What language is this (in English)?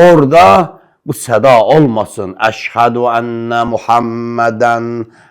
Azerbaijani